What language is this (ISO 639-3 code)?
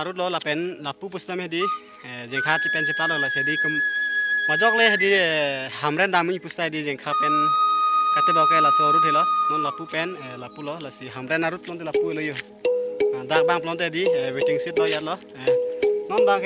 mjw